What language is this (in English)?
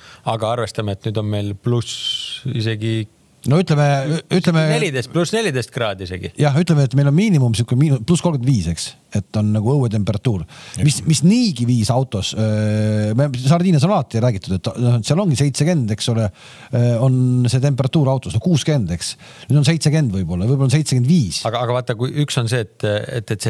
Estonian